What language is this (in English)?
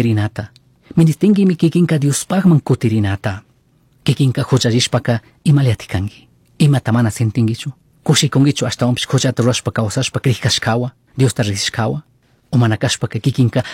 Chimborazo Highland Quichua